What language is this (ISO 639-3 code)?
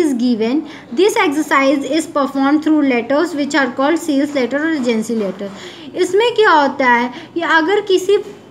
hin